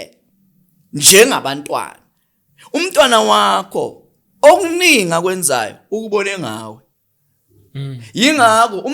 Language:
Zulu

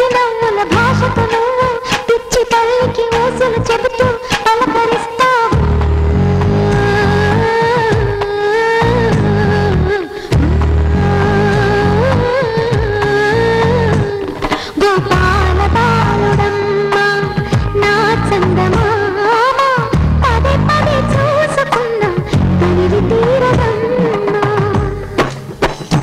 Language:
Telugu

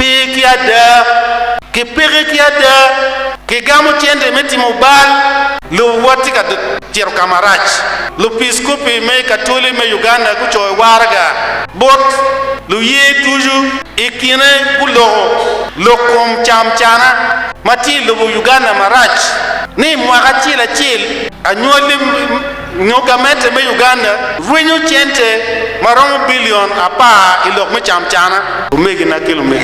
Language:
Acoli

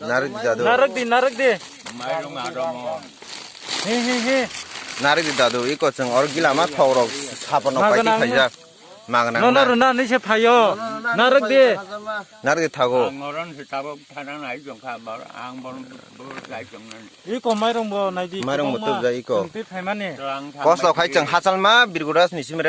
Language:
Kok Borok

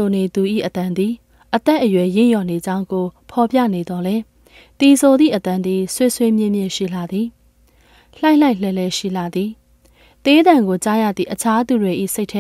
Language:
Burmese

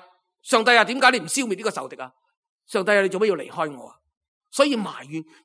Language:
Cantonese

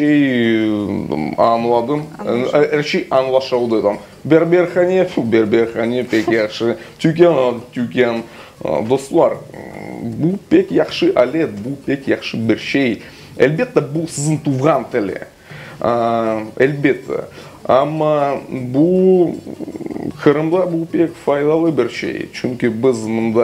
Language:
Crimean Tatar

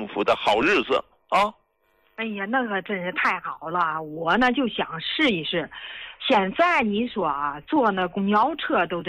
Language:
Chinese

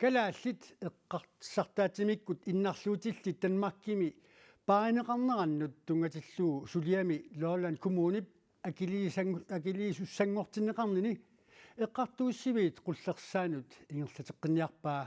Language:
Kalaallisut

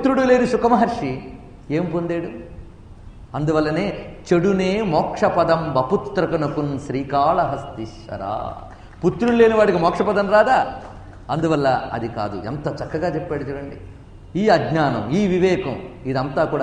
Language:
Telugu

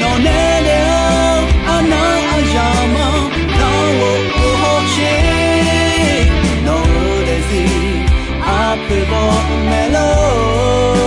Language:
Akha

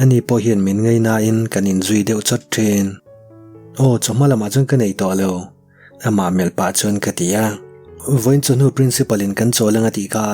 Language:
Mizo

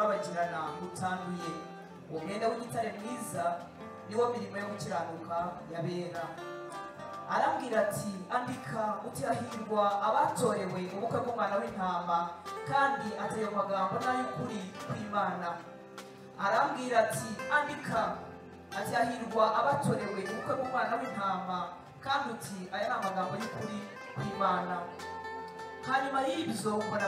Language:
Kinyarwanda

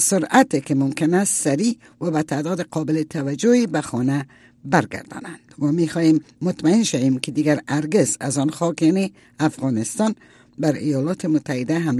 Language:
Persian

